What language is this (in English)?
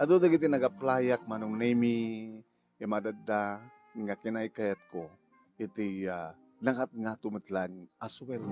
Iloko